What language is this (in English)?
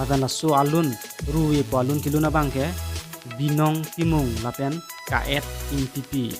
Karbi